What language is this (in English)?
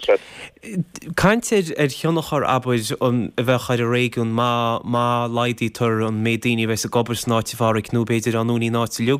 Irish